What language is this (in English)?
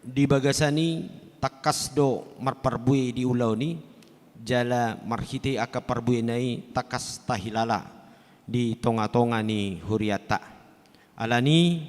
Batak Toba